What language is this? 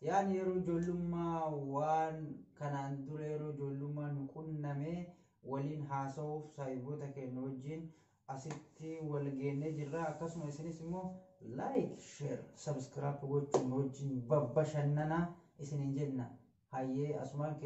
Oromo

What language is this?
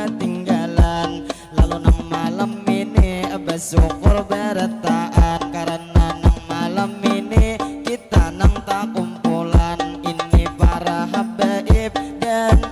Banjar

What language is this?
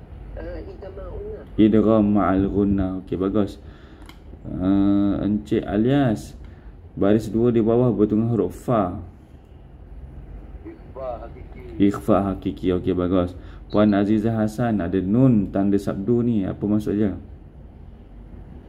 Malay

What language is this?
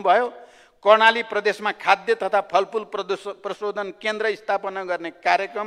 Nepali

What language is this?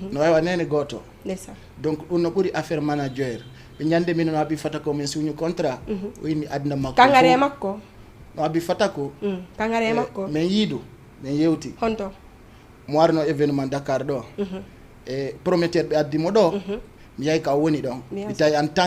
Fula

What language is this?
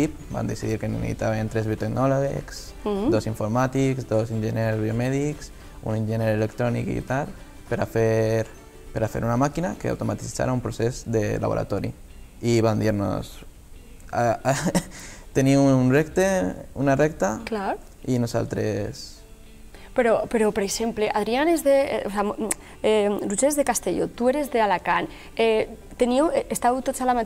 Catalan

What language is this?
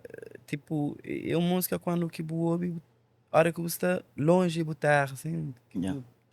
Kabuverdianu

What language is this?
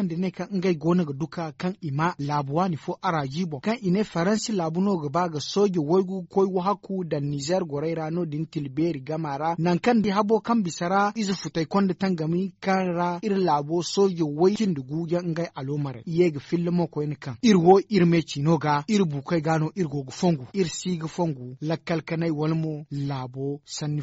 Zarma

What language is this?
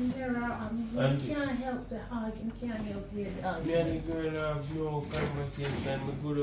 Jamaican Creole English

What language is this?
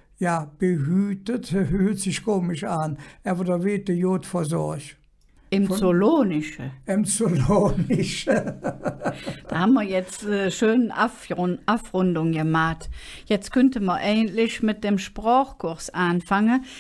Colognian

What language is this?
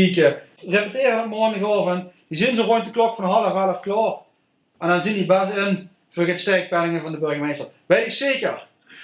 Limburgish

